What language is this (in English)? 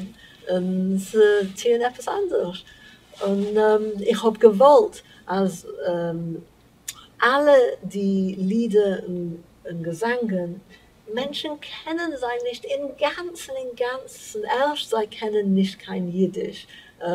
Yiddish